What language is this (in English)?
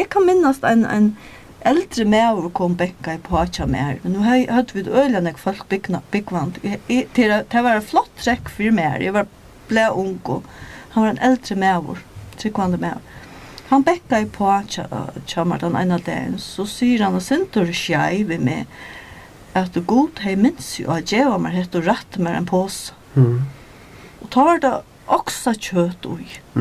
Faroese